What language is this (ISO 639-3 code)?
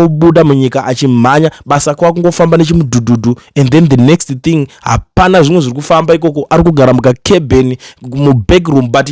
sna